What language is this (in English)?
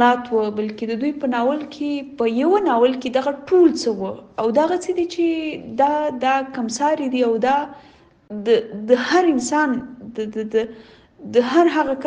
Pashto